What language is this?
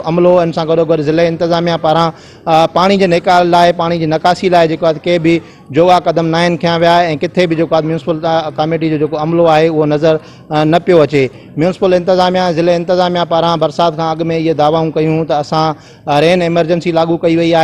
Sindhi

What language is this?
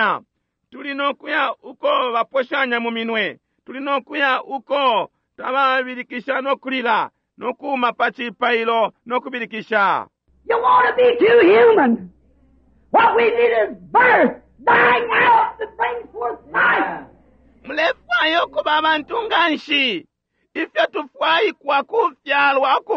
Bemba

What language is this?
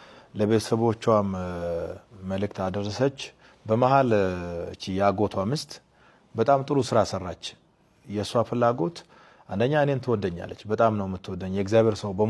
Amharic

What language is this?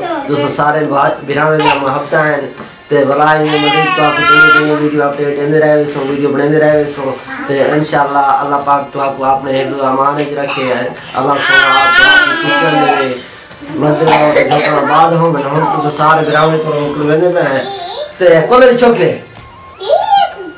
Saraiki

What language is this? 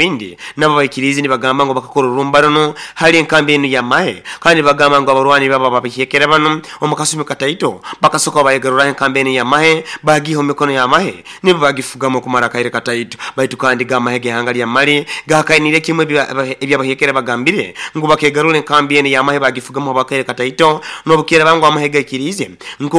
Nyoro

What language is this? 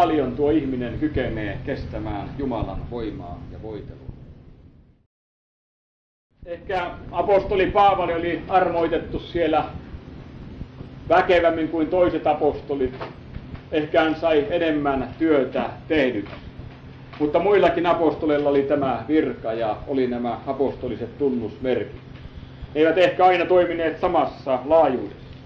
Finnish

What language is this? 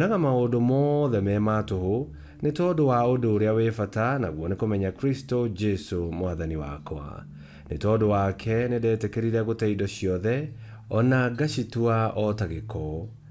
Kikuyu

